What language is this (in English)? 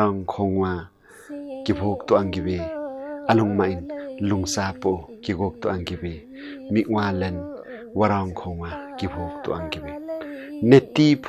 Limbu